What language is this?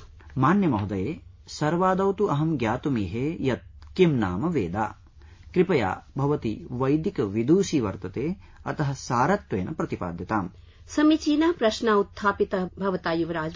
Sanskrit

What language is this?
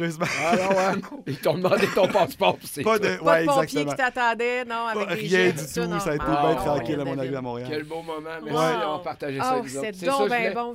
French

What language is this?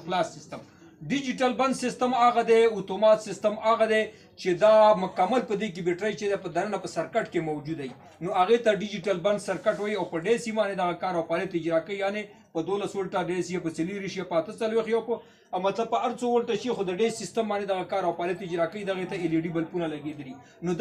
Pashto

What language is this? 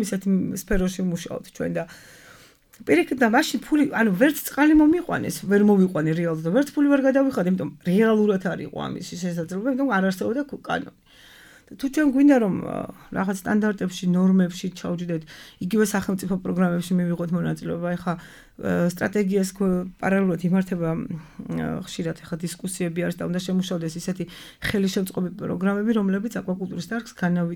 Georgian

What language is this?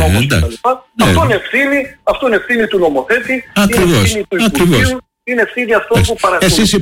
Greek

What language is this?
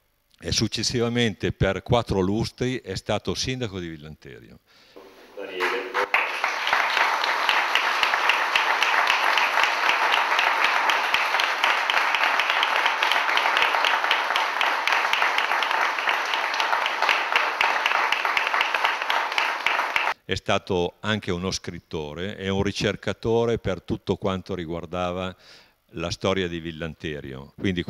Italian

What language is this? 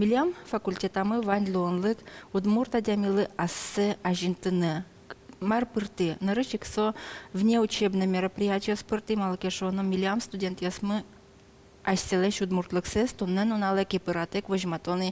Udmurt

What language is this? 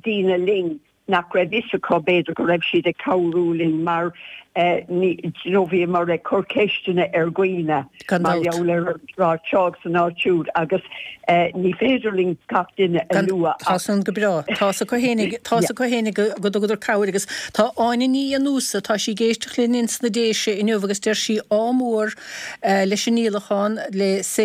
Irish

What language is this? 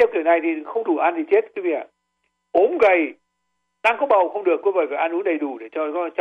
Vietnamese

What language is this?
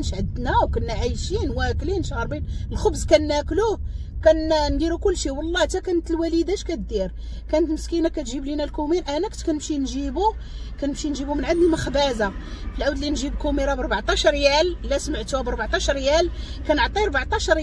Moroccan Arabic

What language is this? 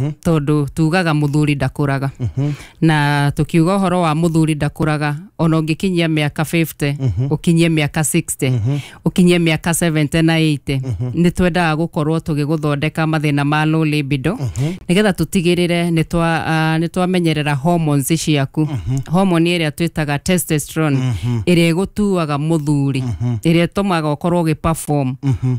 Kikuyu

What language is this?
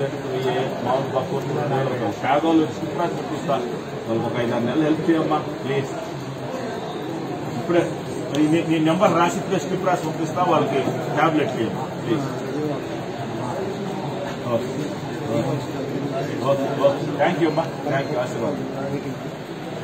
Telugu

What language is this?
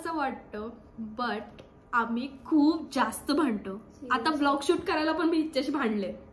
Marathi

